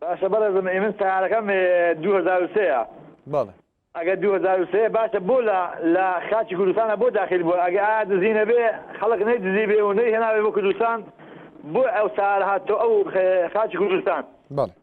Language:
Central Kurdish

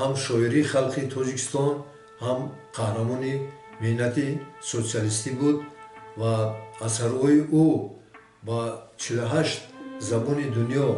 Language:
Tajik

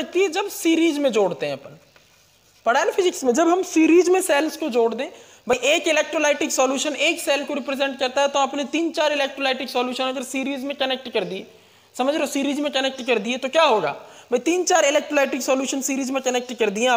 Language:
Hindi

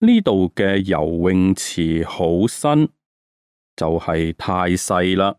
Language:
Cantonese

